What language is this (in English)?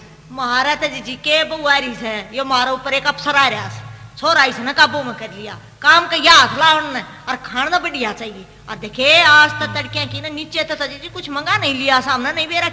Haryanvi